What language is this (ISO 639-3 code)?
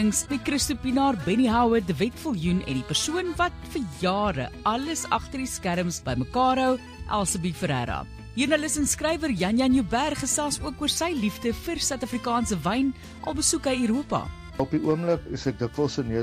afr